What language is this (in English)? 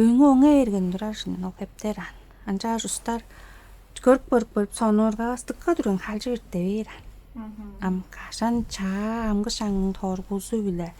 Tuvinian